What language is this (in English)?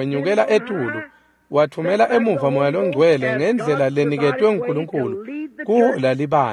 Swati